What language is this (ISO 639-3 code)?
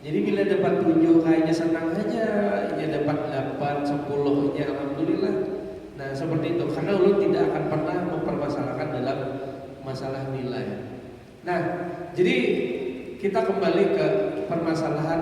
bjn